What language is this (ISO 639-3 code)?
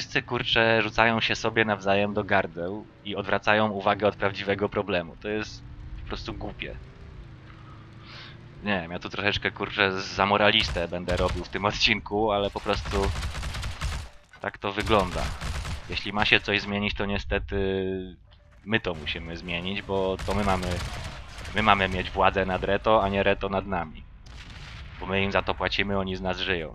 pol